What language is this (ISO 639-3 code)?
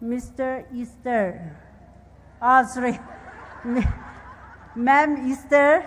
pmx